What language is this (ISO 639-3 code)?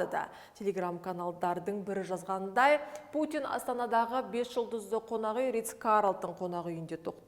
kaz